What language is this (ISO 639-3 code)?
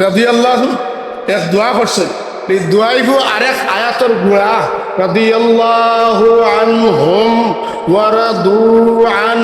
syl